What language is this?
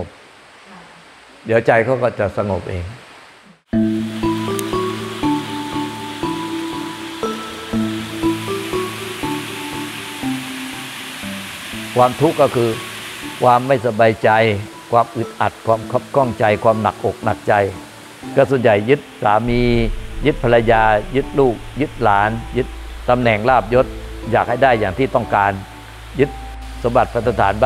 Thai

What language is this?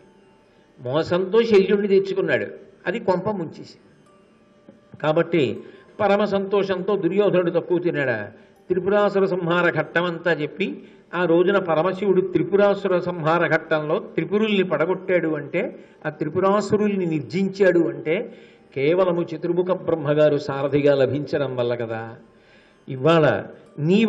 Telugu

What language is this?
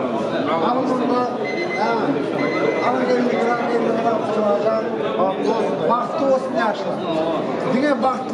Turkmen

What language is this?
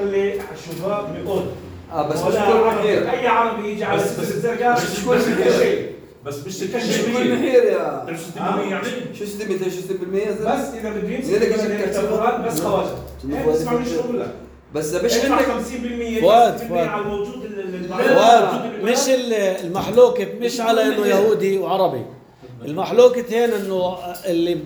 North Levantine Arabic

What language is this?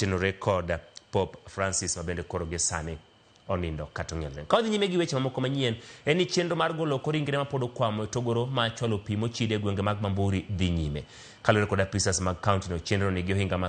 Luo (Kenya and Tanzania)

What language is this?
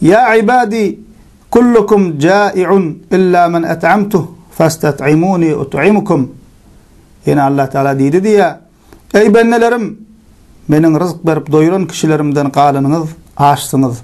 Turkmen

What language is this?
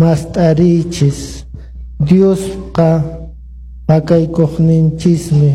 Quechua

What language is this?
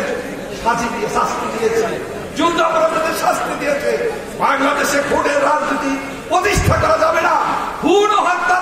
Bangla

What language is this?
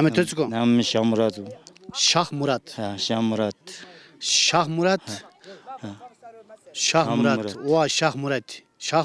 Zaza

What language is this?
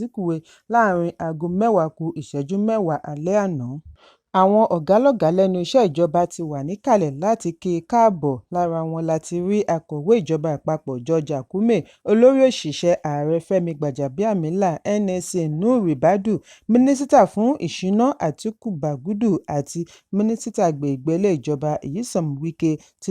Yoruba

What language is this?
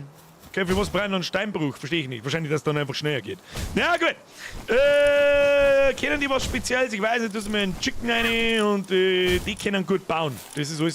Bavarian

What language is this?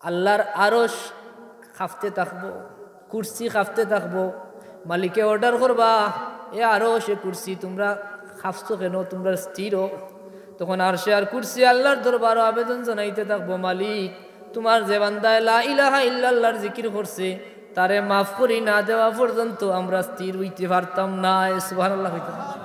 Sylheti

